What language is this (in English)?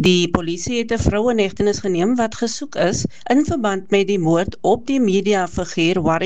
Afrikaans